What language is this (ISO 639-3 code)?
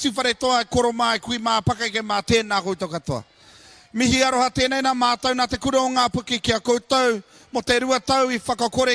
mri